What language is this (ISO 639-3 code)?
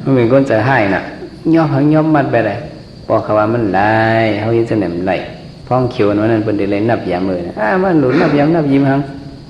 shn